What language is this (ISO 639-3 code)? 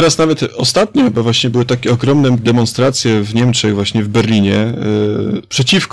pol